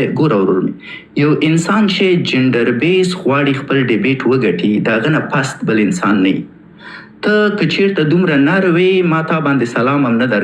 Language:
Pashto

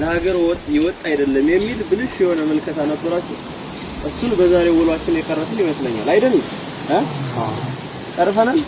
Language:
Amharic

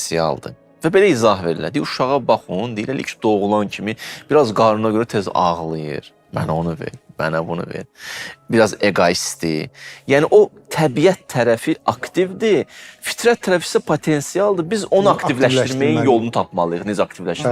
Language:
Azerbaijani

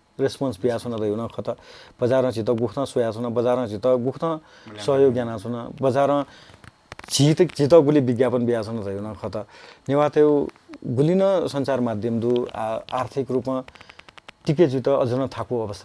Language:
Newari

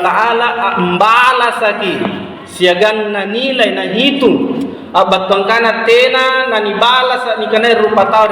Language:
Makasar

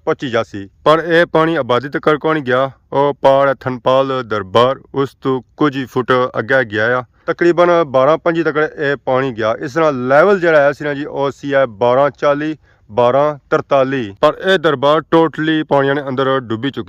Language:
Pahari-Potwari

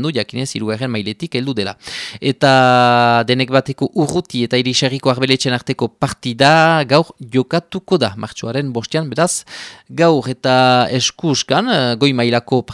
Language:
Basque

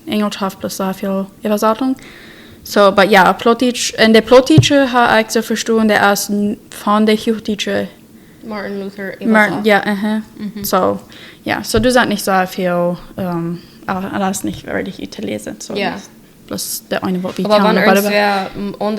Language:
Plautdietsch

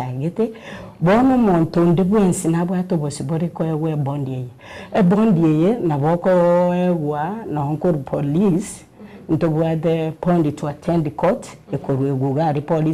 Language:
Gusii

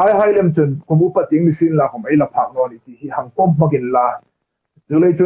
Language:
Hmar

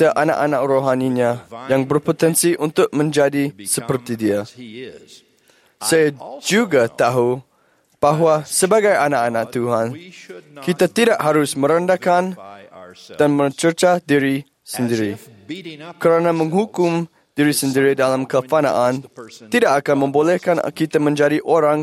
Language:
Malay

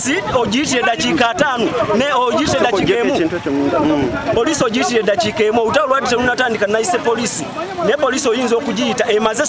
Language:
Ganda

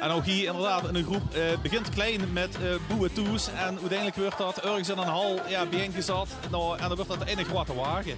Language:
Limburgish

